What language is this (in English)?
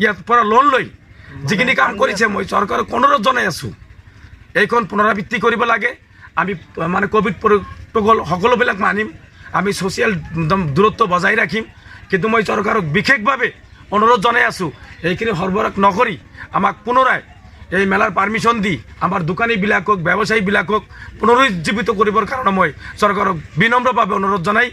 Assamese